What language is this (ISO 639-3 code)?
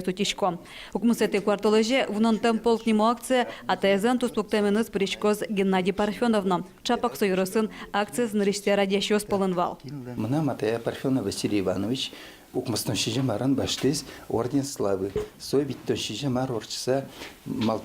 udm